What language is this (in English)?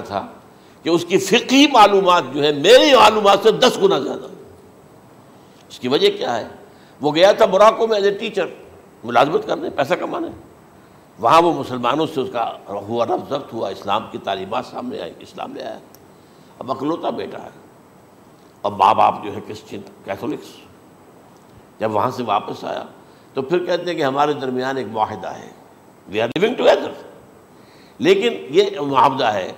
Urdu